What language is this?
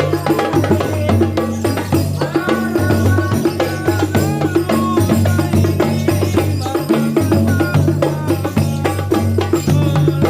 Betawi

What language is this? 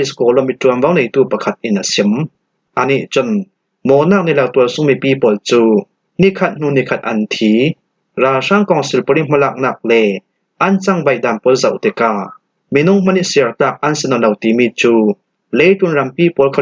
Falam Chin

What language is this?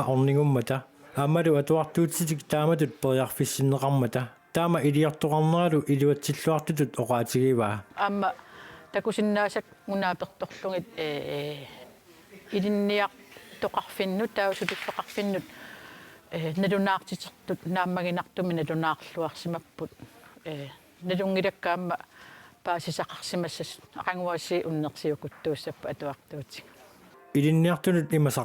Kalaallisut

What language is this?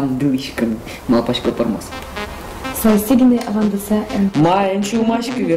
Udmurt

